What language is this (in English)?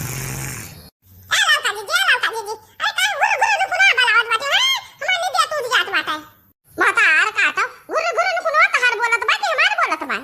Awadhi